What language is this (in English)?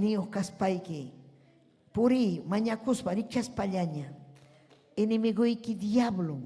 Ayacucho Quechua